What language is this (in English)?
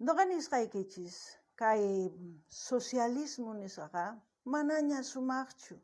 South Bolivian Quechua